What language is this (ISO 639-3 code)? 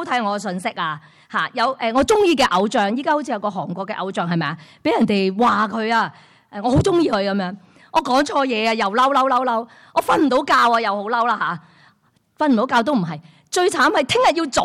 yue